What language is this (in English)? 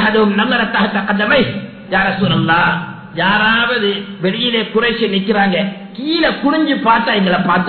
Tamil